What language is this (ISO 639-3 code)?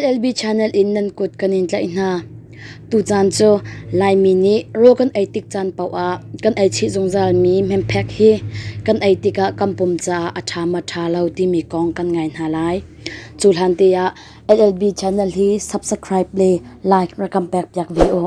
cnh